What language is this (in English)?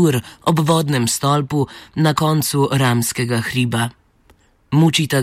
Slovenian